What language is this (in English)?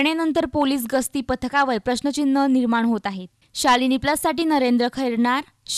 Marathi